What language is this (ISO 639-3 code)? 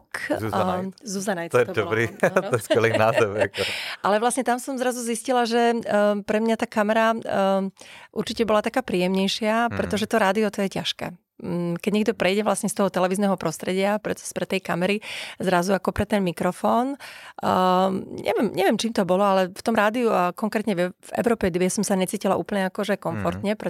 slk